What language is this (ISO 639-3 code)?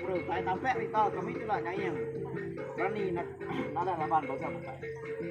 iba